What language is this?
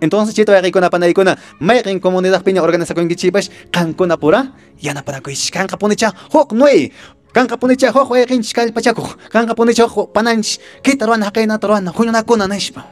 Quechua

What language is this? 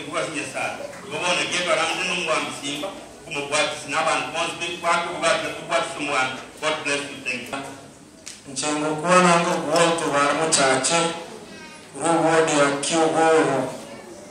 Gusii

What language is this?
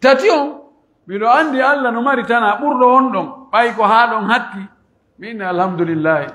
Pular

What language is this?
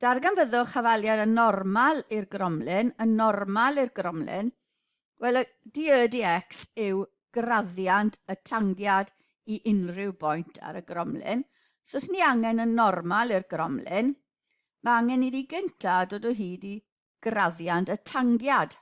Welsh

